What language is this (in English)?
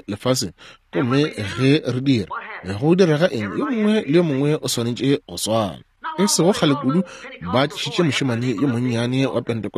Northern Sotho